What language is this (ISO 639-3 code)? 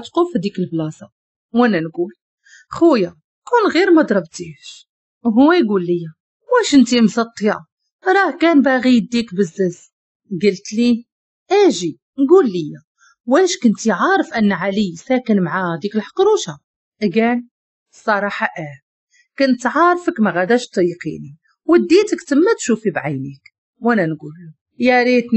ary